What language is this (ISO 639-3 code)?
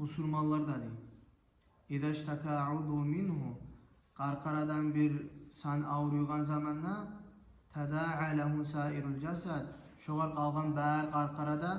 kum